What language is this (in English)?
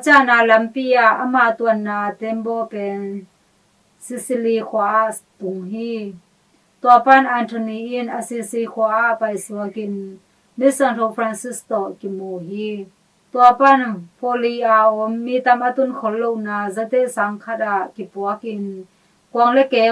Tedim Chin